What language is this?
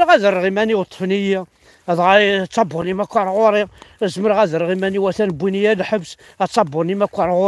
Kabyle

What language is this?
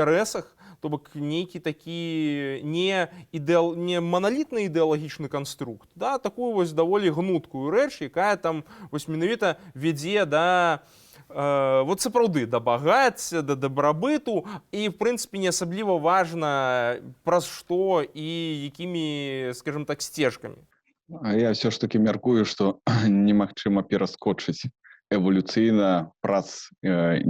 Belarusian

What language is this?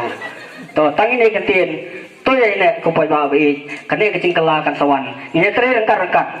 Khasi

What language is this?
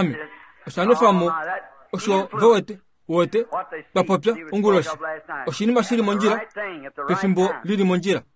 Kuanyama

